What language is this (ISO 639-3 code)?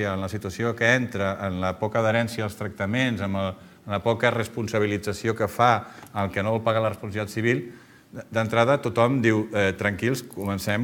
cat